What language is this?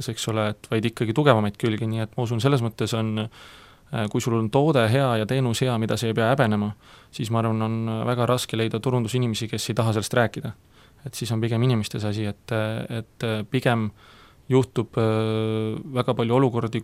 Estonian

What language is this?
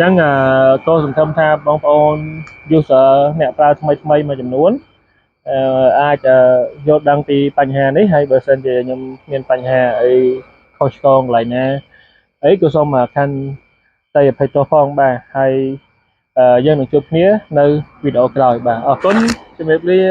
Khmer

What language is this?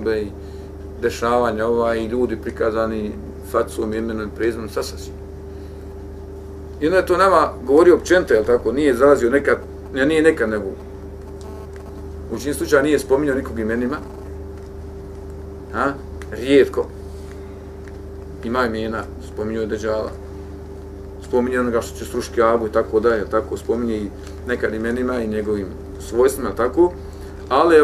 Bosnian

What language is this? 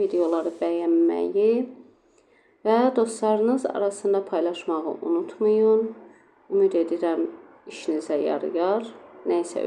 Azerbaijani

